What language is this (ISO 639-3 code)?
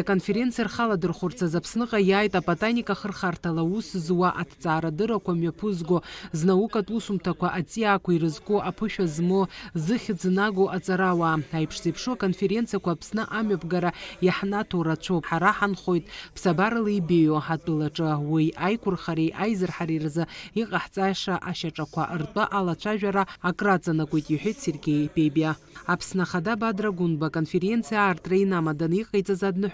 abk